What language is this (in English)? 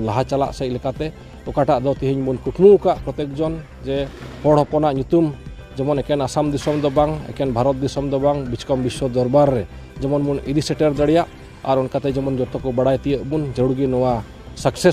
Santali